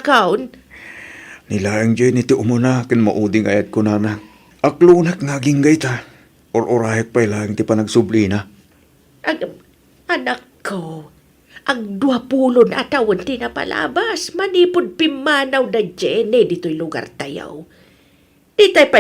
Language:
Iloko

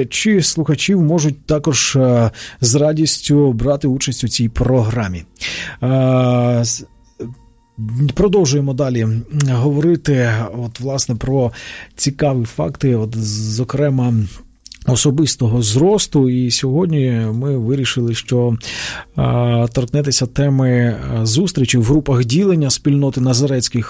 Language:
Ukrainian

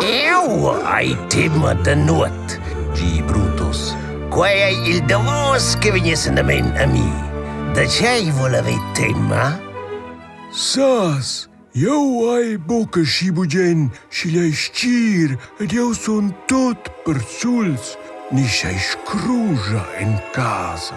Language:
Romansh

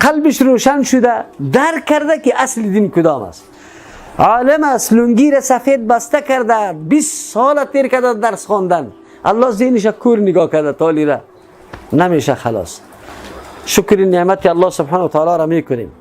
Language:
Persian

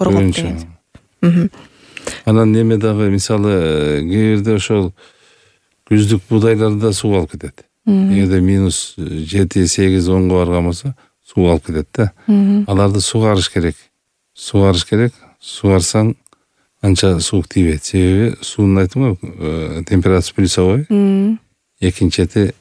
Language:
Kyrgyz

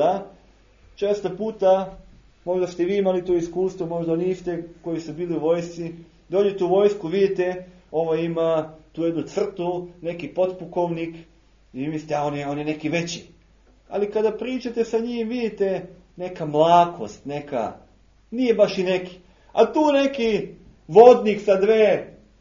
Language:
Serbian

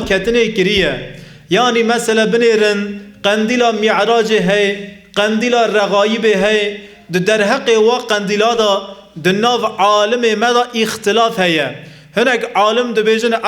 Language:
Kurdish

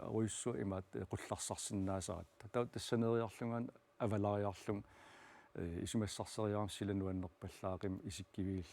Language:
Kalaallisut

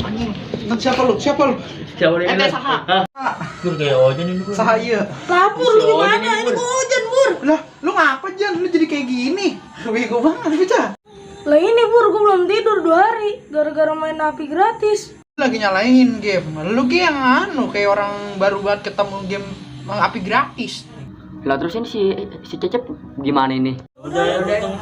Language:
Betawi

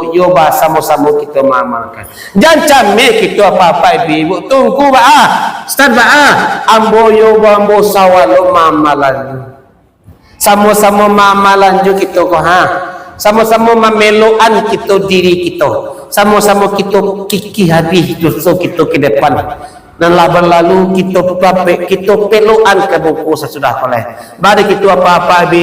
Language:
Minangkabau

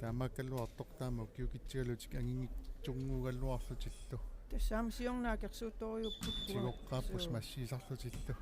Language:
Kalaallisut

